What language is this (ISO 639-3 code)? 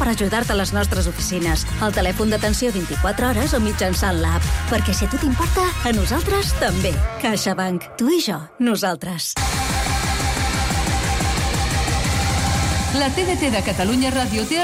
cat